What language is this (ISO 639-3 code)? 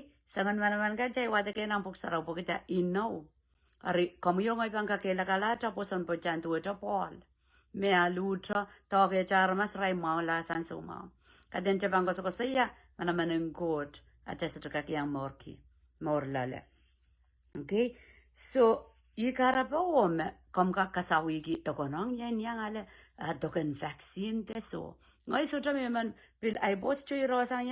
pon